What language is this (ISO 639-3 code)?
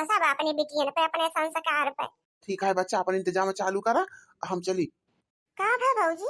awa